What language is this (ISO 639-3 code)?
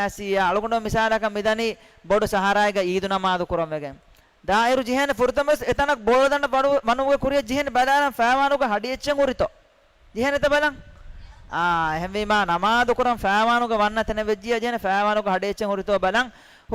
div